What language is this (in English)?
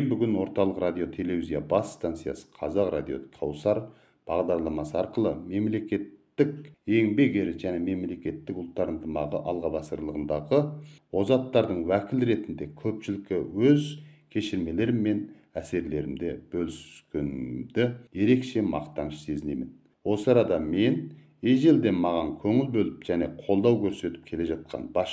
Kazakh